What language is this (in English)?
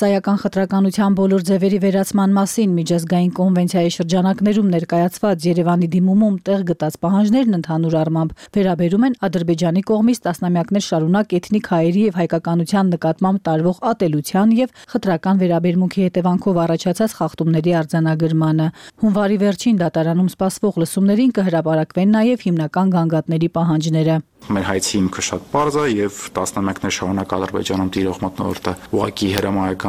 Armenian